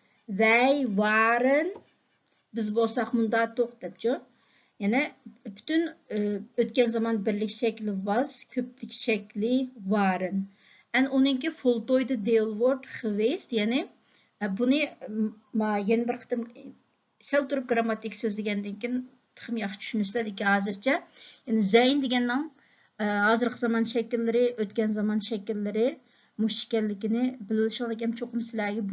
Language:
Uyghur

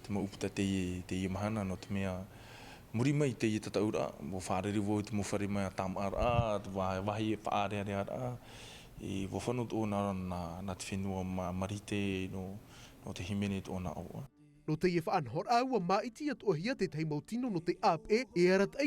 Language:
Tahitian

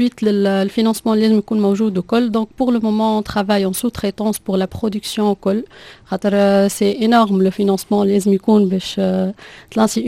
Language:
Tunisian Arabic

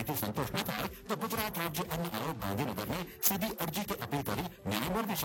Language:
Gujarati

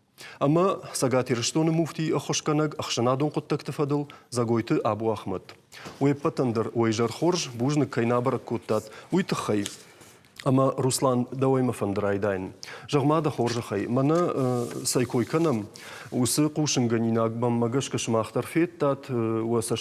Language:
Ossetic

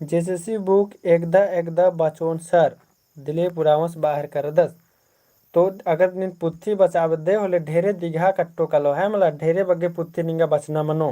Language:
Kurukh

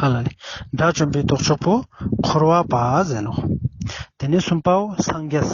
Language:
Ladakhi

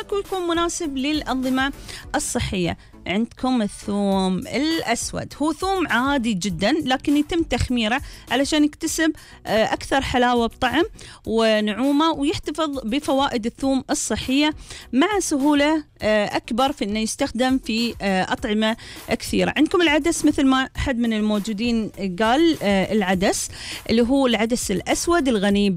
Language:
Gulf Arabic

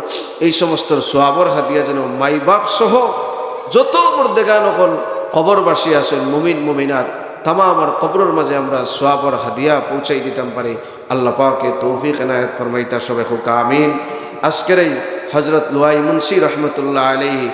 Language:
Sylheti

